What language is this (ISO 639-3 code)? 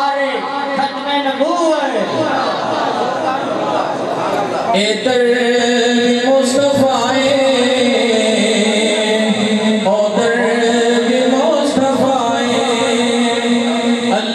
urd